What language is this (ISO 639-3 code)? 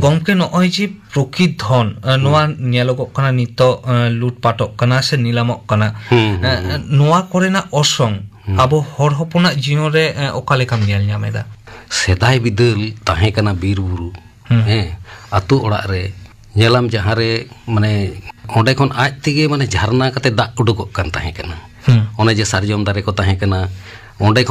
sat